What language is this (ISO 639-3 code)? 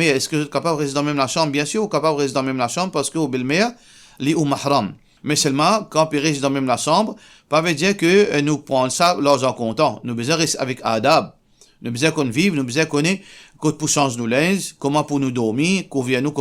mfe